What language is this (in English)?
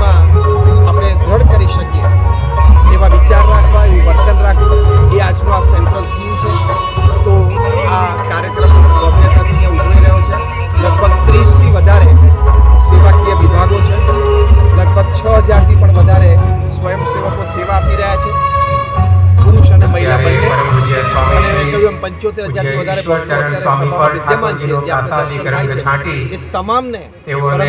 Gujarati